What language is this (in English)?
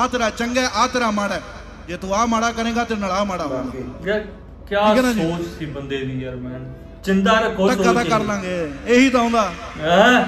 Punjabi